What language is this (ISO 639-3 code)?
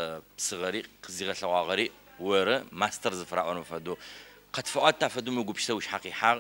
ady